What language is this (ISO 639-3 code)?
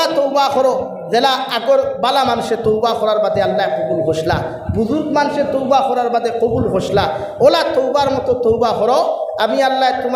syl